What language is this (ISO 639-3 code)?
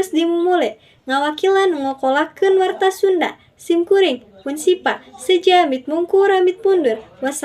sun